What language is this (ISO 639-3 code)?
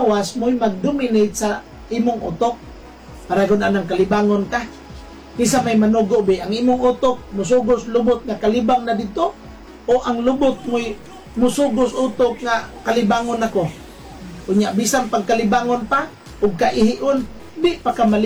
ceb